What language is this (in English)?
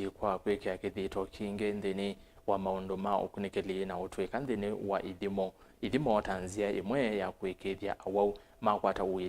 Kamba